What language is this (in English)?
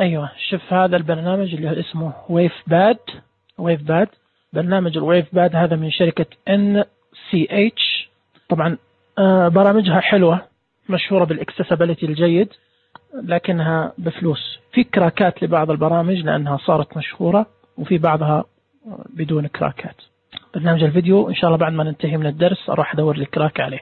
Najdi Arabic